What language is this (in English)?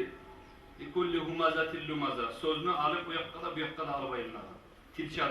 Kumyk